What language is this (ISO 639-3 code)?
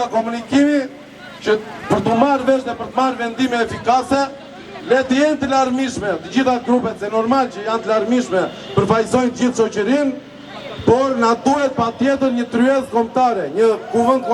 sqi